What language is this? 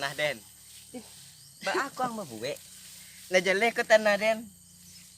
Minangkabau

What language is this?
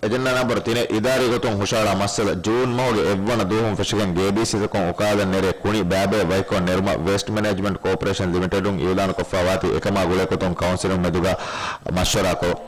Divehi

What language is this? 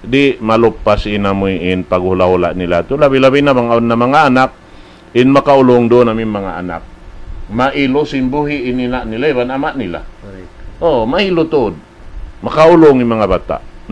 Tausug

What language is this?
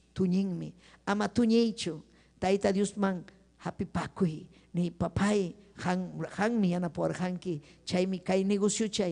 Ayacucho Quechua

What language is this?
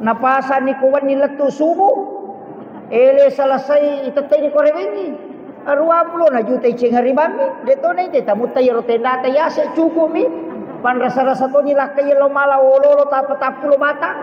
Buginese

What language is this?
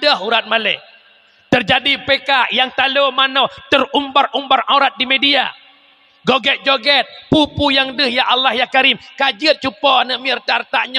Achinese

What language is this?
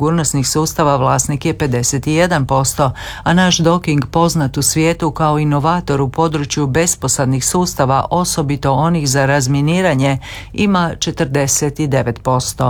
Croatian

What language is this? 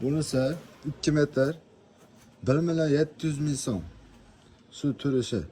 Uzbek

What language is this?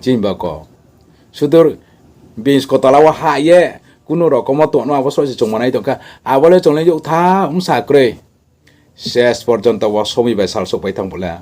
Riang (India)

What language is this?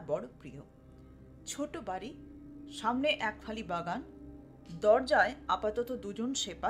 Bangla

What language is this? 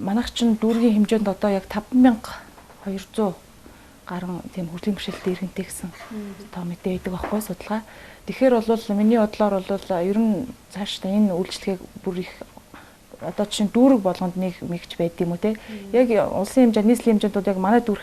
Mongolian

